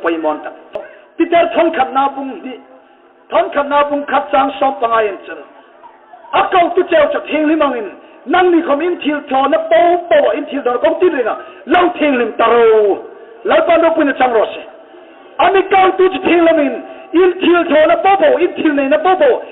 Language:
Hmar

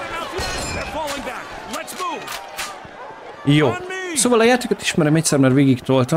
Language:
Hungarian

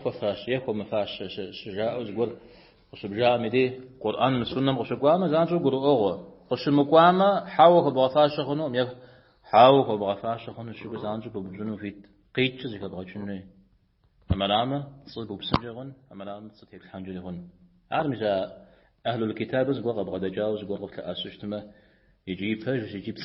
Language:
Kabardian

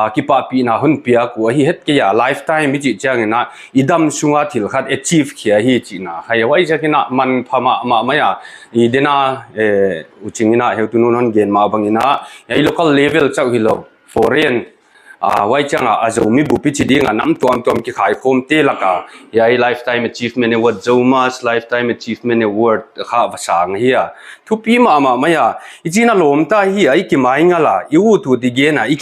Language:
Paite Chin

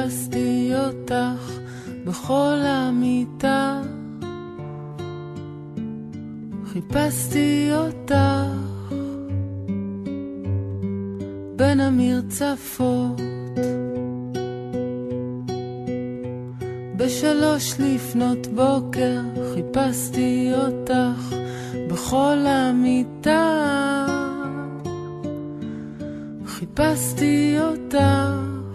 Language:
Hebrew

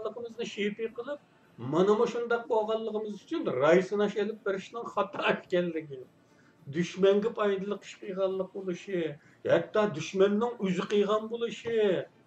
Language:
Uyghur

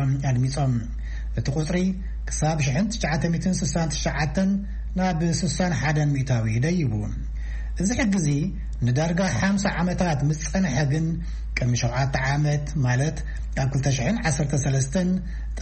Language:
Tigrinya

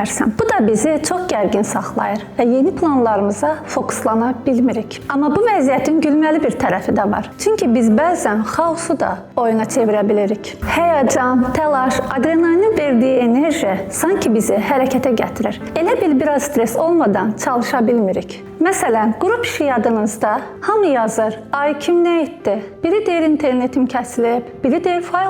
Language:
Azerbaijani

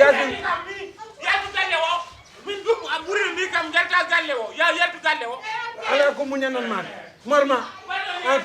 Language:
Fula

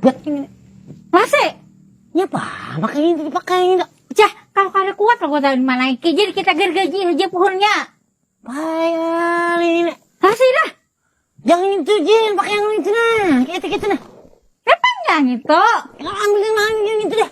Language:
Banjar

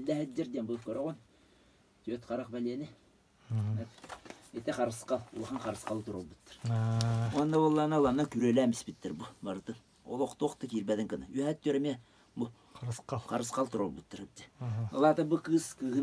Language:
Yakut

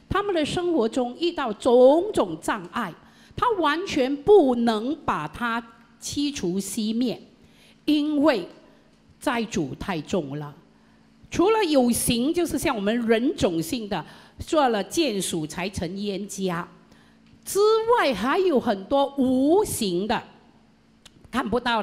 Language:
Chinese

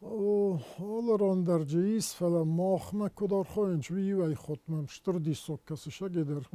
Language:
Ossetic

